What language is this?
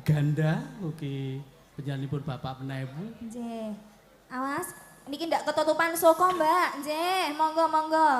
Javanese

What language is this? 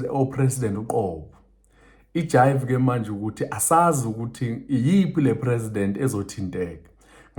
Zulu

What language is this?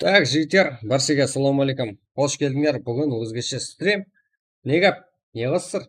Kara-Kalpak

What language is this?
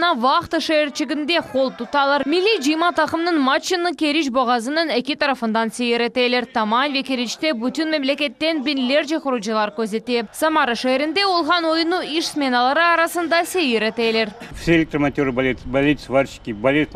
Crimean Tatar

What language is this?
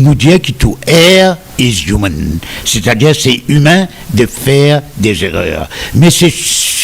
Morisyen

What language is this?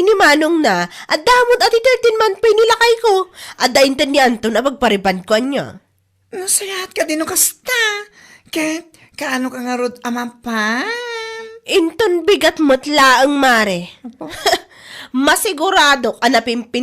Iloko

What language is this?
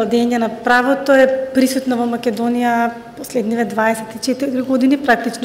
Macedonian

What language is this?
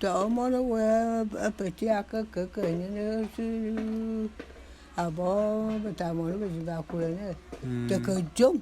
Bulu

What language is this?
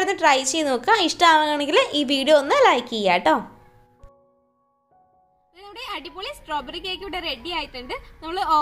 Malayalam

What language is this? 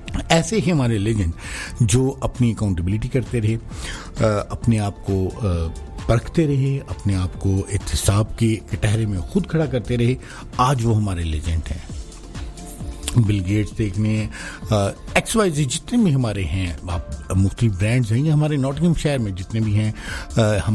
Urdu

